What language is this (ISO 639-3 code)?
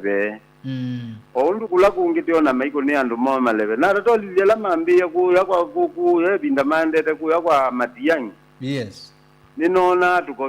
kam